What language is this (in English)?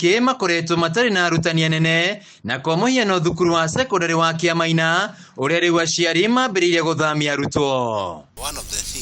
Kikuyu